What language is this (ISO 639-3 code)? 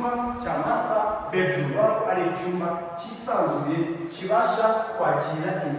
kin